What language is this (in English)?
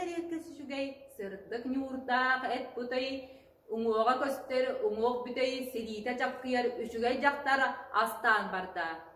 Yakut